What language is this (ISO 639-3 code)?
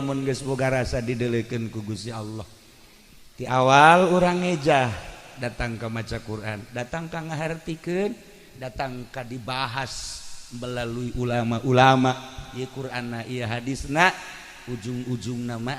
sun